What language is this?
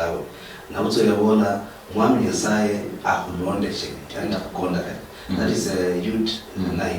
Luyia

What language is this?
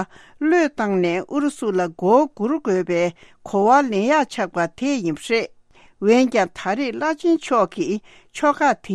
Tibetan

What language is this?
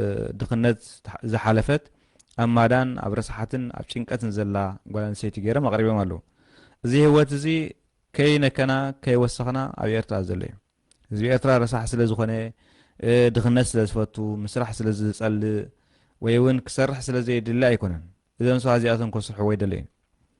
Tigrinya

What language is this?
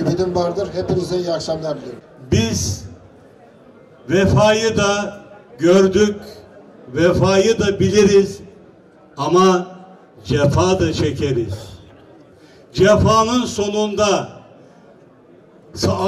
Turkish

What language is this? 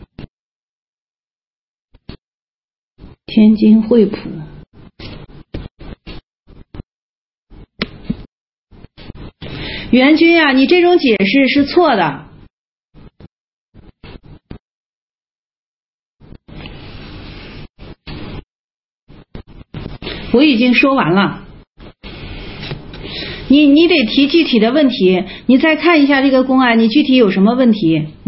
Chinese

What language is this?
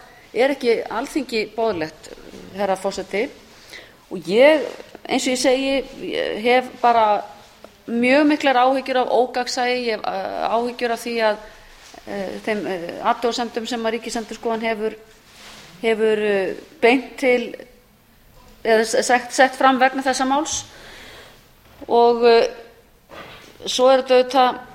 Icelandic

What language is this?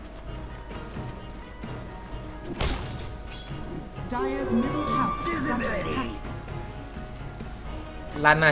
Thai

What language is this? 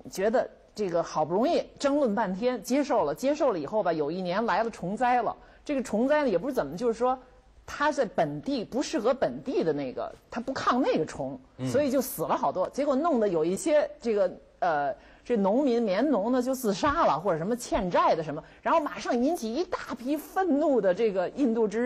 Chinese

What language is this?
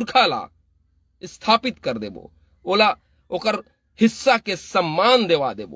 Chhattisgarhi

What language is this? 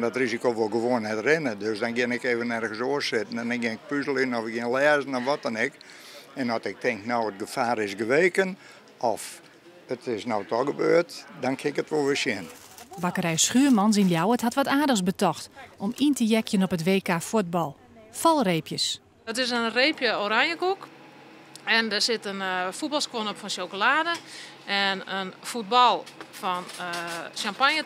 Western Frisian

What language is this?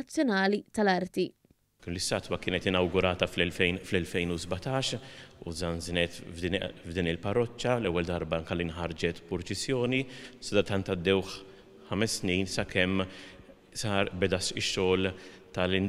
Maltese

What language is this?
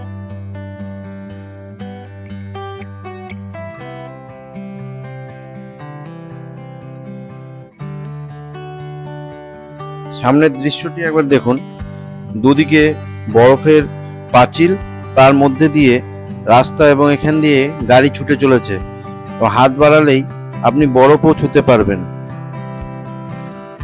Bangla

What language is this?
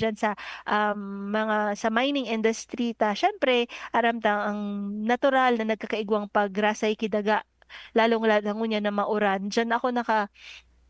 Bikol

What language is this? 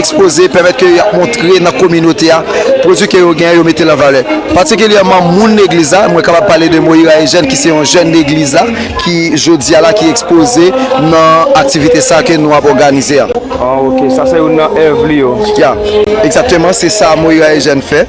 Haitian Creole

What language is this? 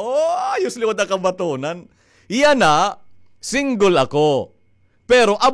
Waray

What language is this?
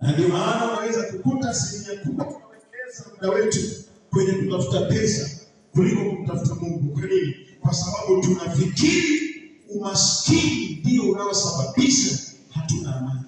Swahili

